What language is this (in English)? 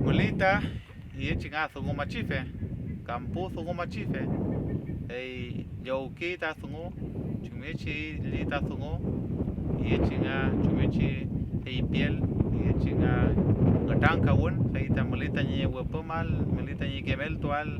Mapuche